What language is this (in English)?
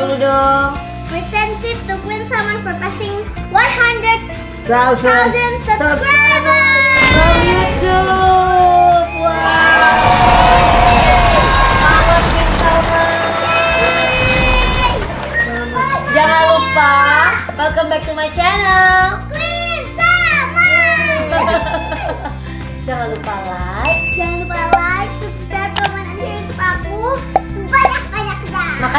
Indonesian